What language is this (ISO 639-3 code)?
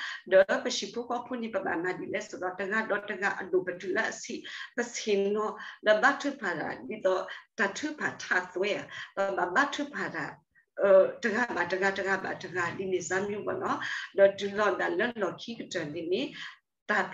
ksw